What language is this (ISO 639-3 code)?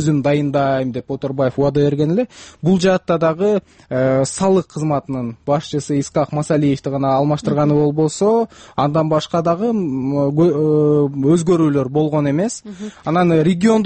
kir